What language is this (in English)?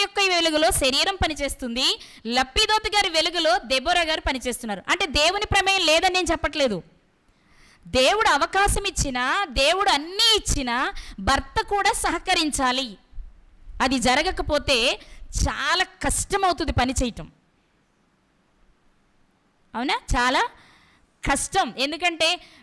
Telugu